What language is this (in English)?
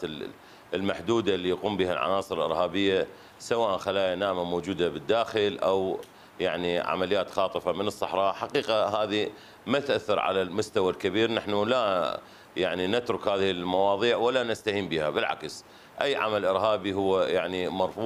Mesopotamian Arabic